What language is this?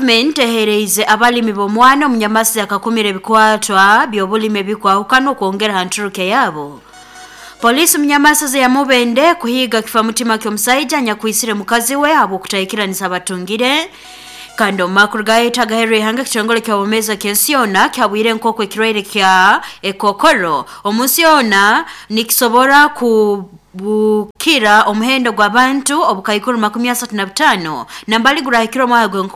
Nyoro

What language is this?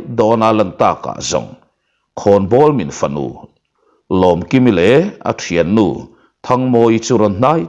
Mizo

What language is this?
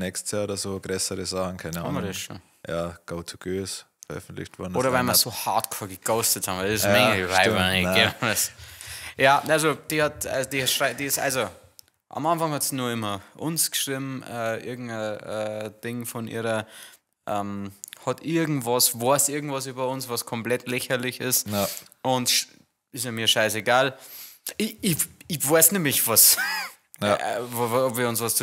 Bavarian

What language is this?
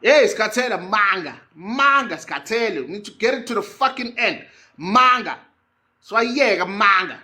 Zulu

